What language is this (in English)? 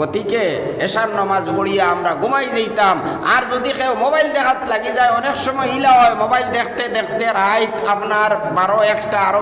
Sylheti